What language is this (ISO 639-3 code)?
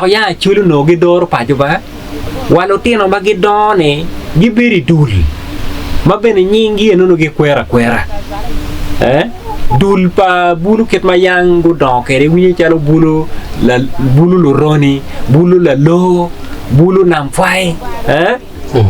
ach